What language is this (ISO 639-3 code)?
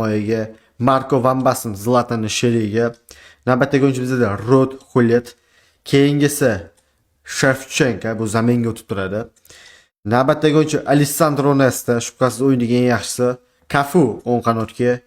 uzb